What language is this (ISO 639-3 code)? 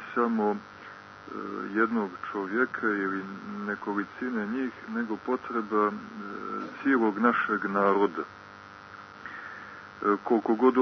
srp